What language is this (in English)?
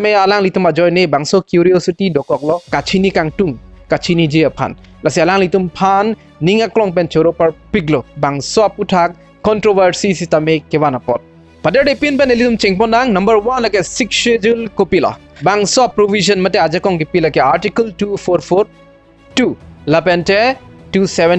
Karbi